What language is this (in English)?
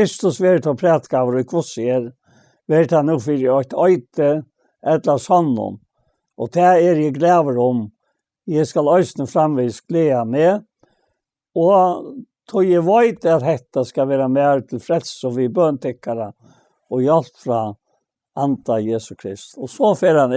Faroese